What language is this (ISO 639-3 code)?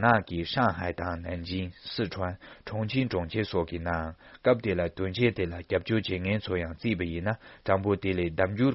bod